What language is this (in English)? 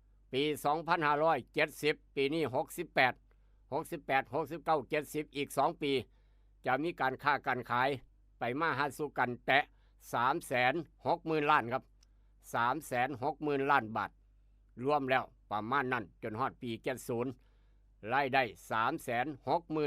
Northeastern Thai